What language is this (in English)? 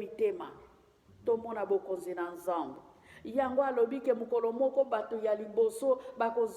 Lingala